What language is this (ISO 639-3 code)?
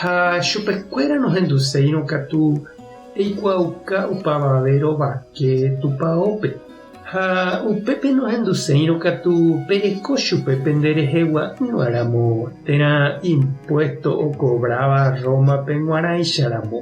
grn